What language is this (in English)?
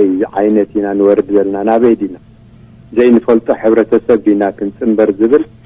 Tigrinya